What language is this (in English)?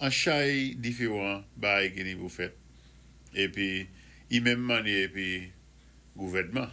Saint Lucian Creole French